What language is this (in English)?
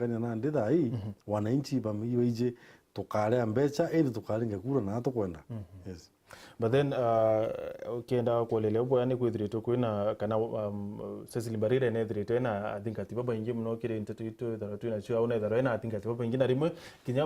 Meru